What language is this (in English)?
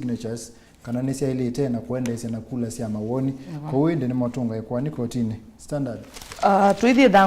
Kamba